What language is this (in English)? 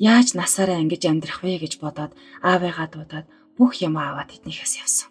Mongolian